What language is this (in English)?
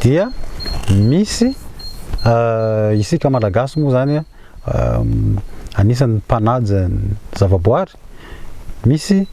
Malagasy